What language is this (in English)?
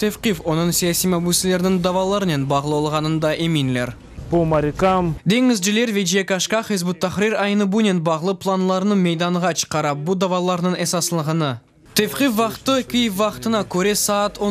Crimean Tatar